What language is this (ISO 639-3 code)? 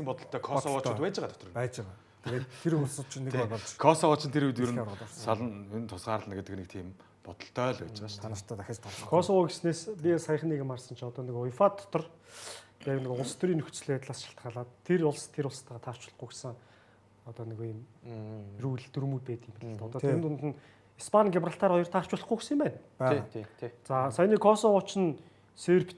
mon